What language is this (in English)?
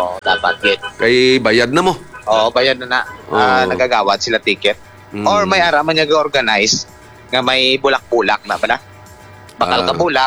Hiligaynon